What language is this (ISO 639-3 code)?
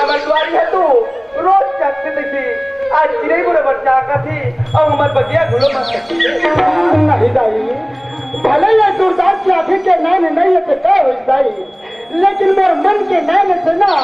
hne